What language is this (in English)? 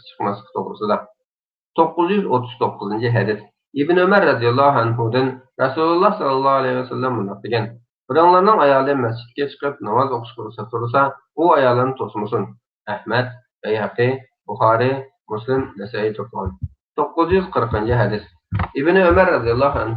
Uyghur